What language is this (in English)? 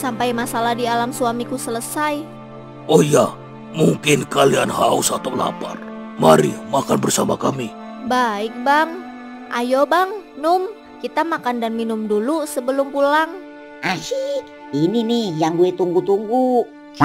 Betawi